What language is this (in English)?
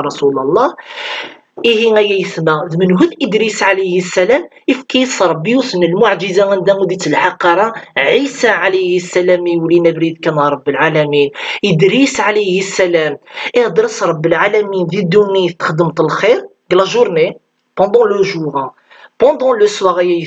Kabyle